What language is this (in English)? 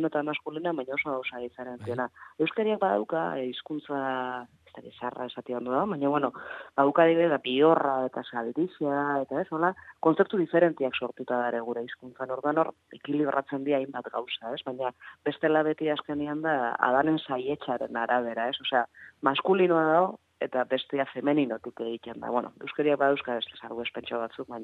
Basque